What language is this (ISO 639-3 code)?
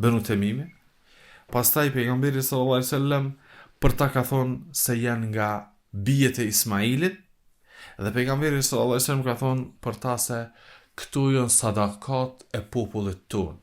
sqi